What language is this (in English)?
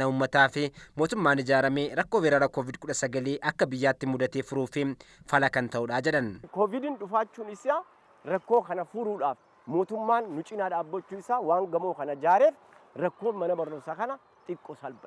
Oromo